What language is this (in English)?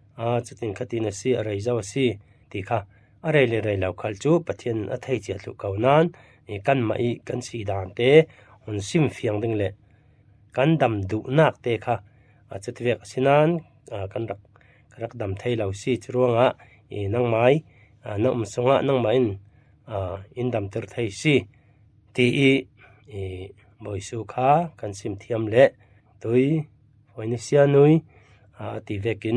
Falam Chin